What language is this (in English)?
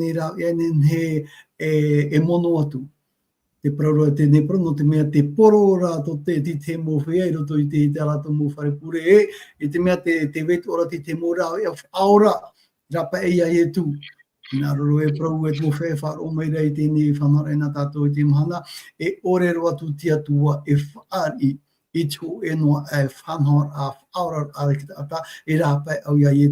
Tahitian